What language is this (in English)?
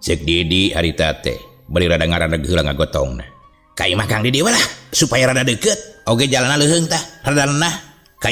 Sundanese